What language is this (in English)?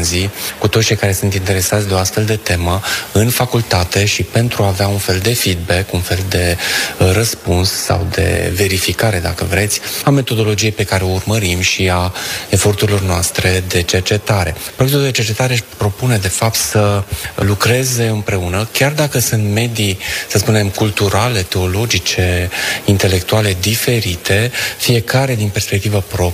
Romanian